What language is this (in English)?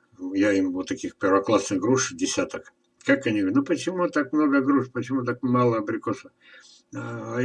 Russian